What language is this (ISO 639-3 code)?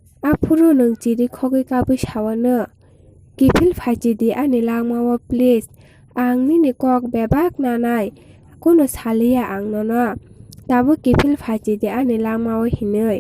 trp